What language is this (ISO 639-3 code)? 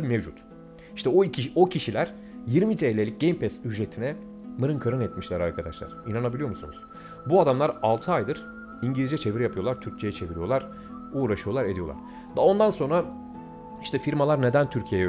tur